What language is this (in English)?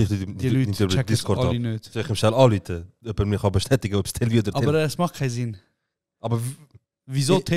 Swiss German